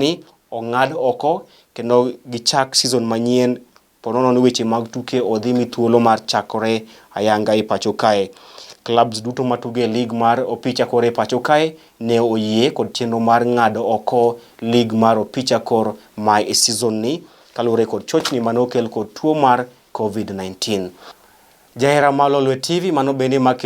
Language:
Luo (Kenya and Tanzania)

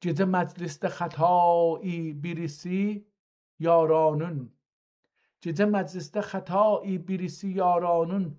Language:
South Azerbaijani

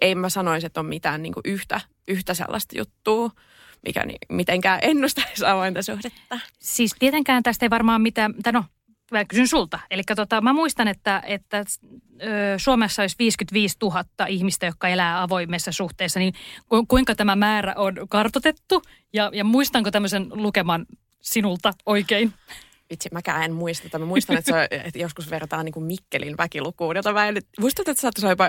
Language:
Finnish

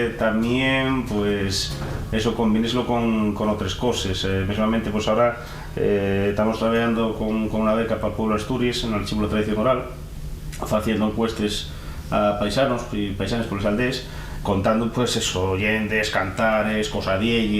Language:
Asturian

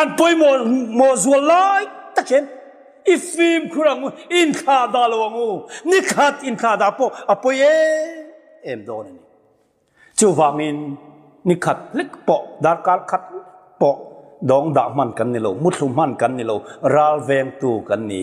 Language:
Mizo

